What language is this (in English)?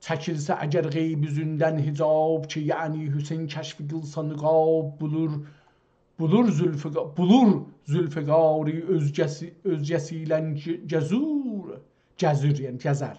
South Azerbaijani